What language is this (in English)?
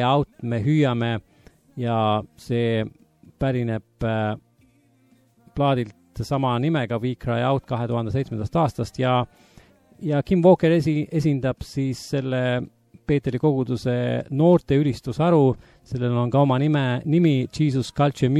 Estonian